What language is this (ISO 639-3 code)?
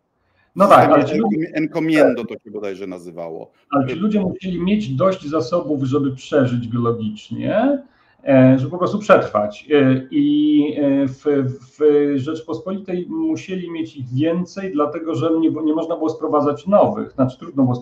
pol